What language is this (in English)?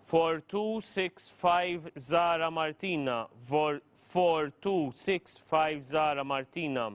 English